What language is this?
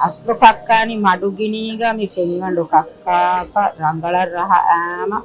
Divehi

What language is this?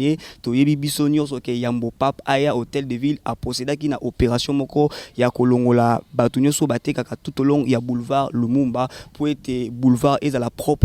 Lingala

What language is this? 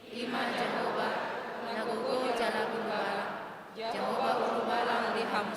Batak Toba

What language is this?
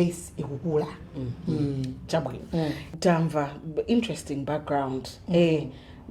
Nyanja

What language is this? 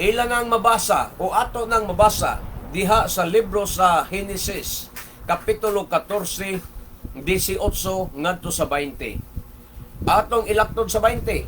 Cebuano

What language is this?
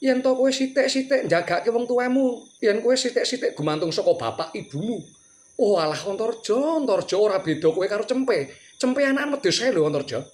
Javanese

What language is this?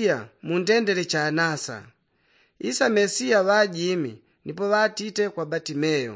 Yao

